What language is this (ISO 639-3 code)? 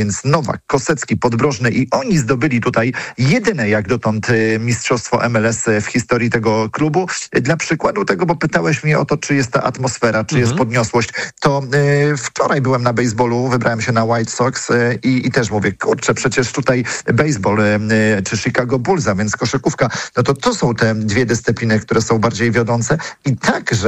pol